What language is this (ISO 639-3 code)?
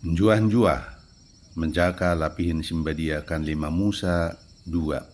btd